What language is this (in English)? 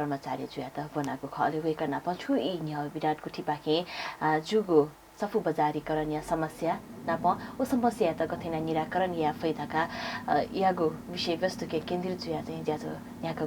Newari